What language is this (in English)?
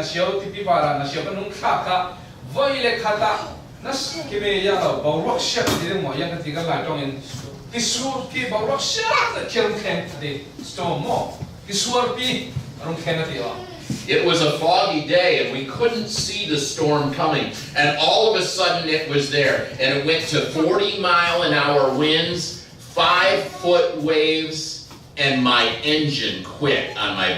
Falam Chin